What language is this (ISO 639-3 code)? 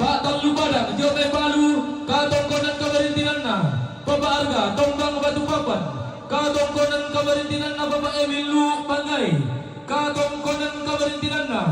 sda